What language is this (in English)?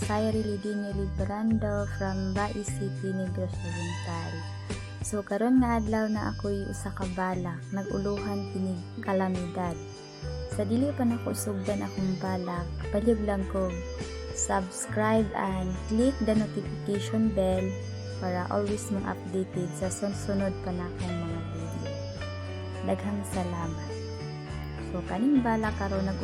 Cebuano